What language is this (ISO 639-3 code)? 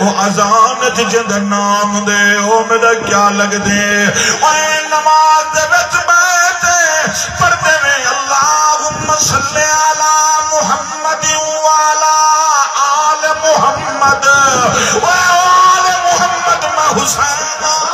skr